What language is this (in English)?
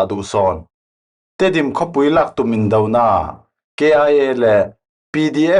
Falam Chin